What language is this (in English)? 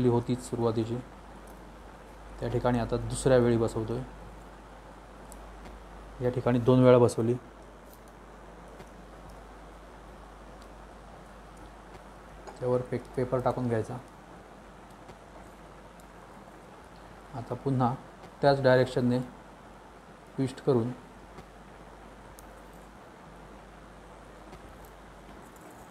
Marathi